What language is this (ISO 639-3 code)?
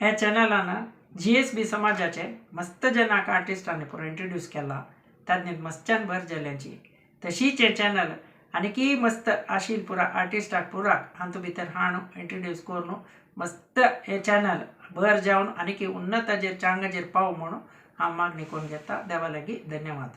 kok